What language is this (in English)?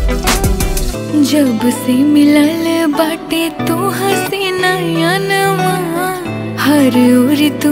Bhojpuri